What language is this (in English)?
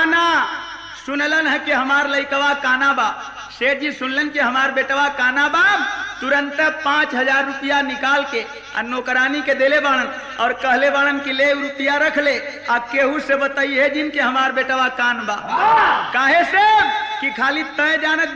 Bhojpuri